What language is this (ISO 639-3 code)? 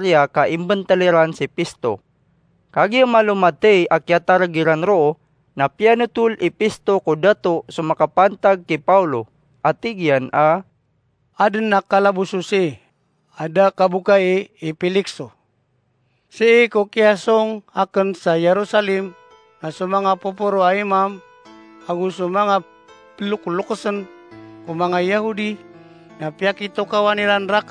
mrw